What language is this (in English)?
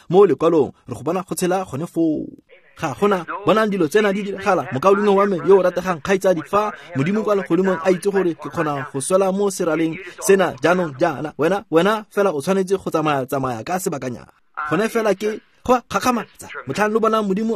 Tswana